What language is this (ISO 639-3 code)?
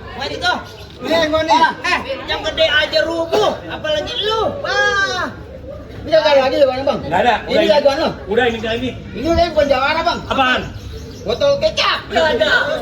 bew